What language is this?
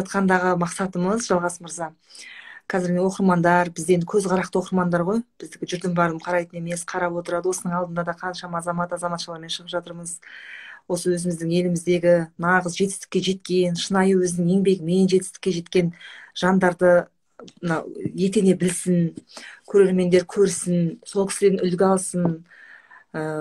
Kazakh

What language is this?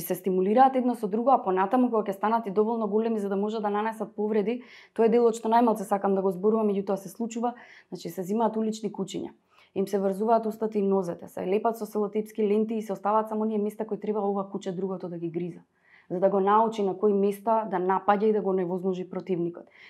Macedonian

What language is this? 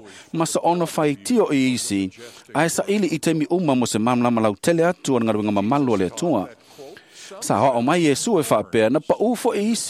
Samoan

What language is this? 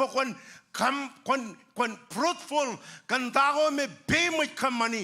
Marshallese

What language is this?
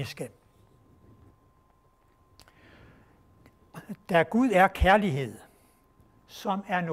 Danish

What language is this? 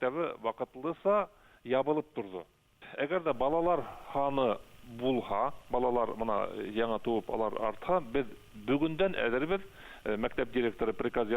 Bashkir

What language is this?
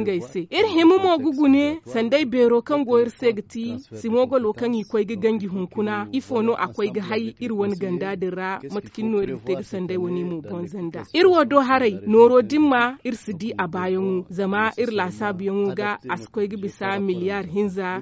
Zarma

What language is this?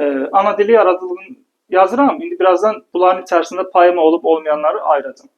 Azerbaijani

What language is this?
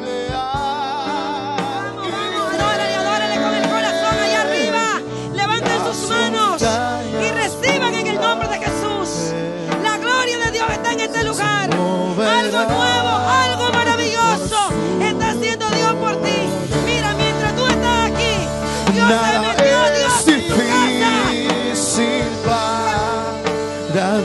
Spanish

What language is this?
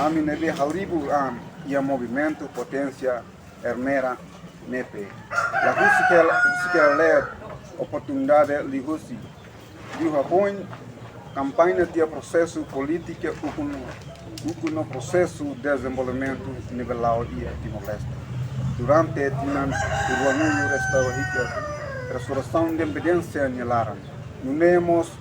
Tetum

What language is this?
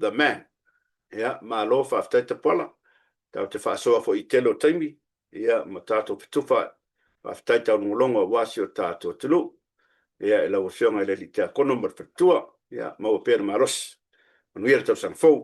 Samoan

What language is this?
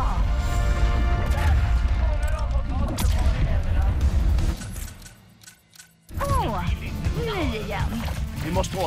Swedish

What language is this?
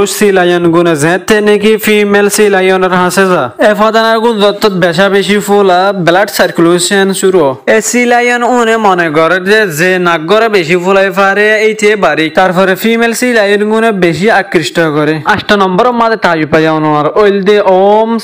Rohingya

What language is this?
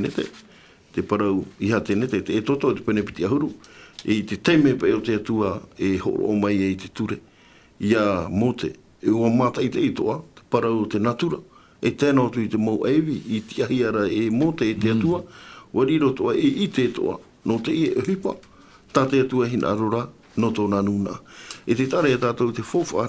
Tahitian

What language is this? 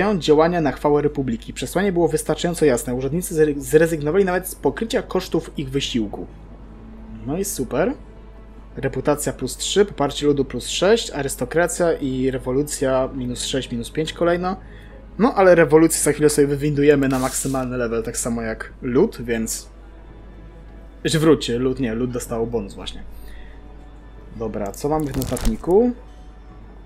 Polish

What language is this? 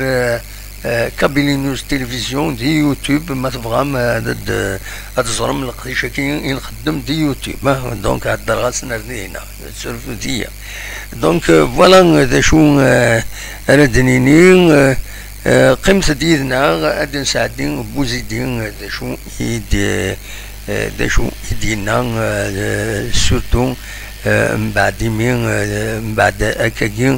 Algerian Arabic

